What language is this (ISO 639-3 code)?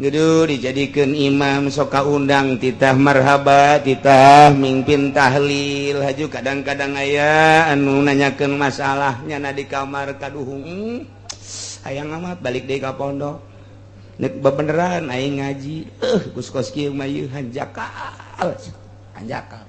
sun